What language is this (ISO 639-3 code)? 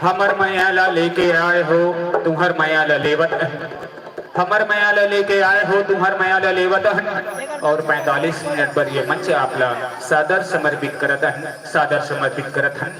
hne